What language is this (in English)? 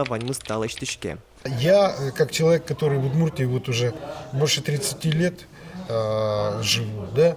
Udmurt